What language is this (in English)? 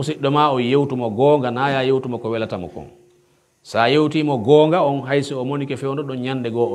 Pular